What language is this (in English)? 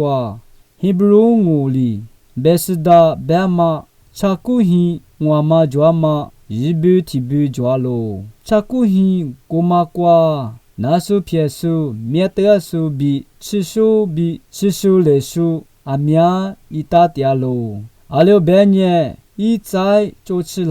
Lisu